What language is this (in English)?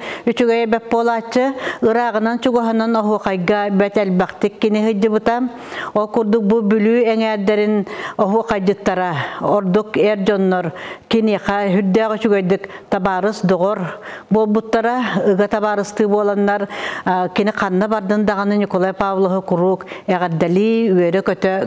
Yakut